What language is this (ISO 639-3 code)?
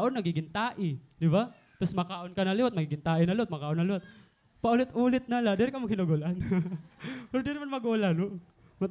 war